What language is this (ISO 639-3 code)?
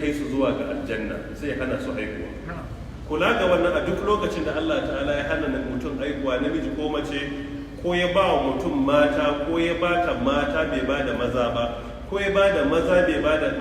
hau